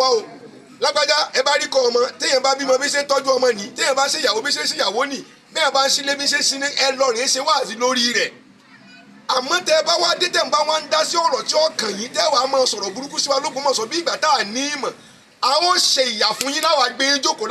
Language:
Yoruba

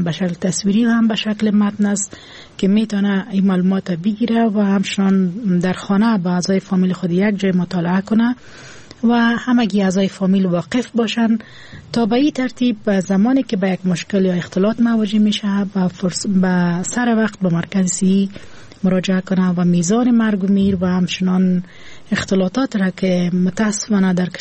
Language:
Persian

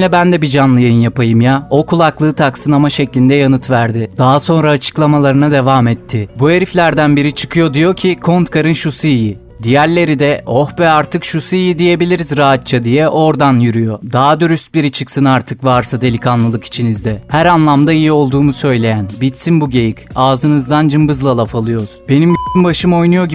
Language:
Turkish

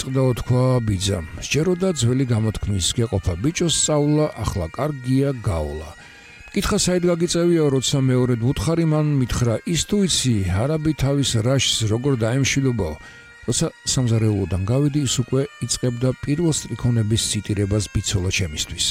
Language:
Georgian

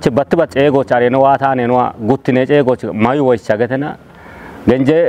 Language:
Kafa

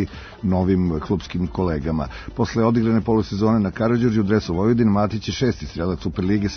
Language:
Serbian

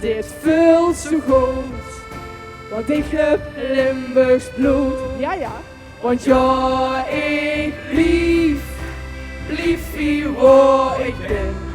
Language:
Limburgish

